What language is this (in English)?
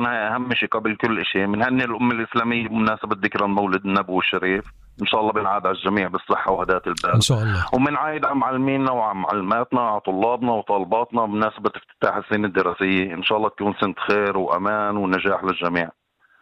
North Levantine Arabic